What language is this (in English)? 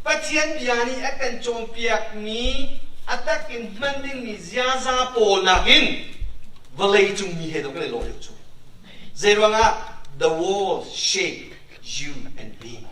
Hakha Chin